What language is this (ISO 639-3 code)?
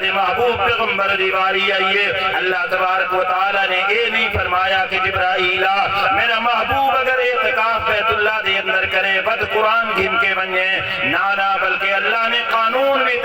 skr